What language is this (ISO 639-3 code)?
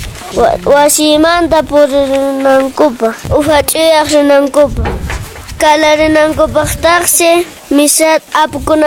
que